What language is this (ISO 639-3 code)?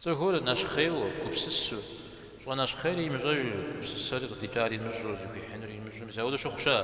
kbd